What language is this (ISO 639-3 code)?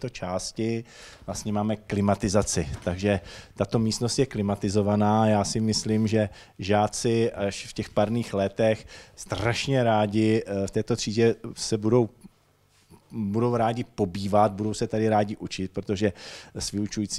ces